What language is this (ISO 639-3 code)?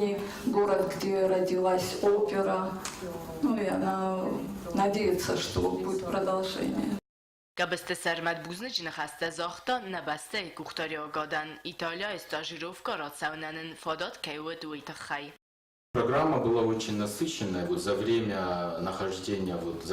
oss